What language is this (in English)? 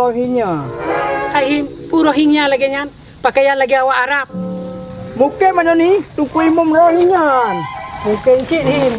Achinese